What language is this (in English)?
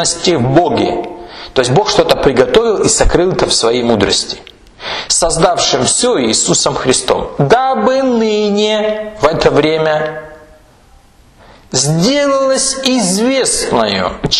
Russian